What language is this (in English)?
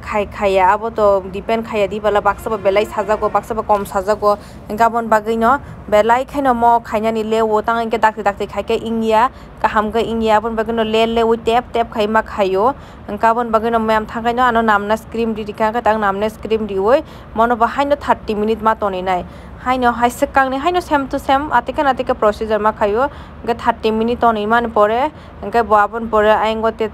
Kok Borok